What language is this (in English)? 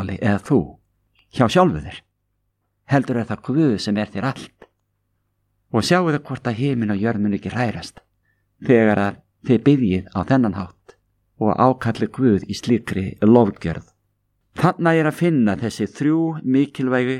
Icelandic